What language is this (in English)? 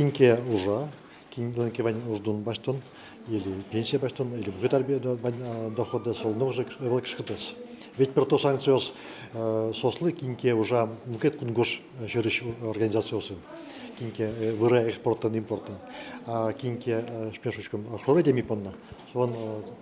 Udmurt